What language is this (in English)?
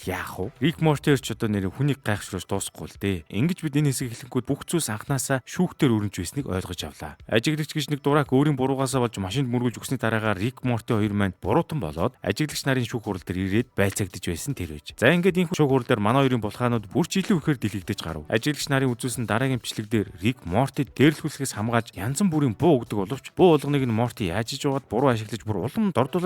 Mongolian